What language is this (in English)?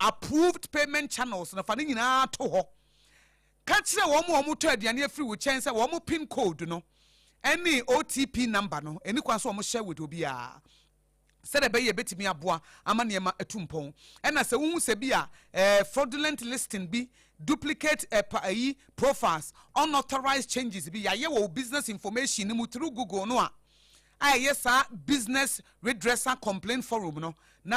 Akan